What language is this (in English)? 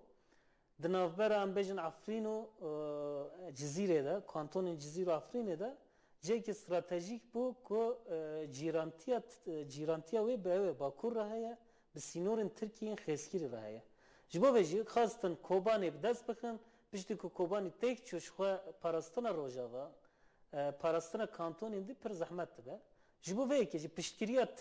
Kurdish